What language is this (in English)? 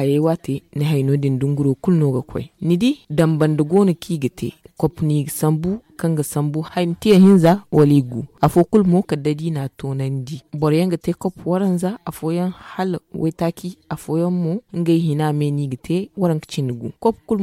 Zarma